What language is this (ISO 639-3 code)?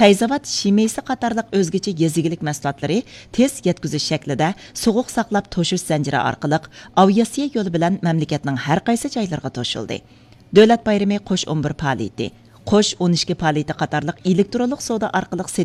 uig